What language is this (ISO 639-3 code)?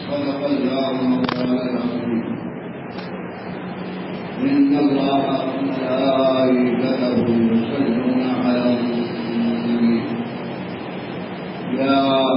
urd